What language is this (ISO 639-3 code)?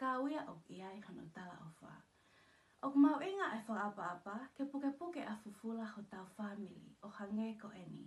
ton